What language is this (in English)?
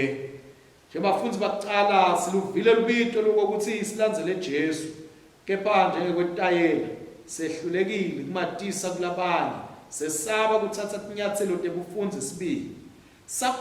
Swati